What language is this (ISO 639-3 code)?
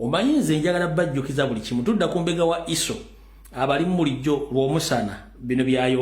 lug